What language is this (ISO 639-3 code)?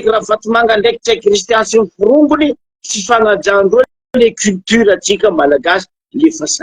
mlg